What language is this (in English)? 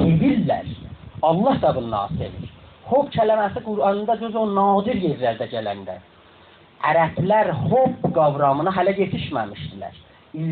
South Azerbaijani